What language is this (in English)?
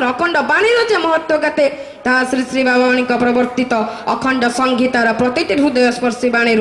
Odia